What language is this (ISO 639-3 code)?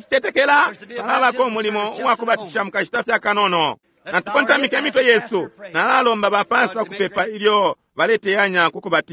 bem